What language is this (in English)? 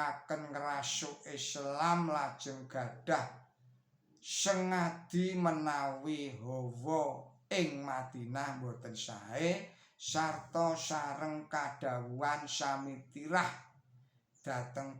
Javanese